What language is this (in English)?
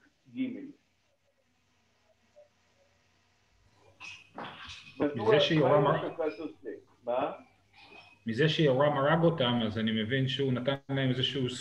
Hebrew